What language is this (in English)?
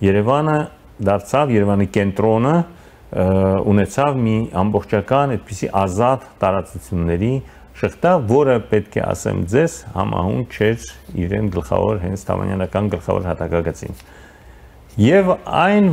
Armenian